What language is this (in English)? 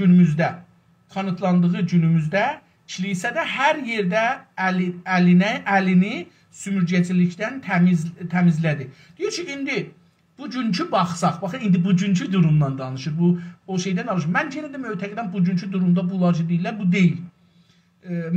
South Azerbaijani